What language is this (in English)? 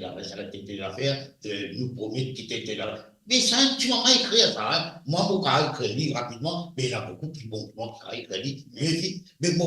Morisyen